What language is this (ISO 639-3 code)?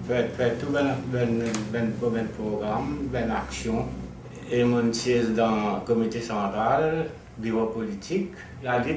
mfe